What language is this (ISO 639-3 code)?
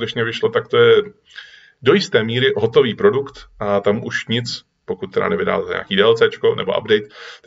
ces